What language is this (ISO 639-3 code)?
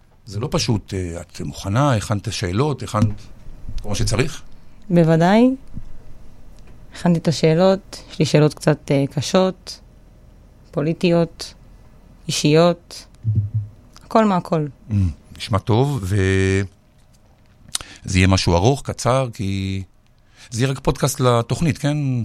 heb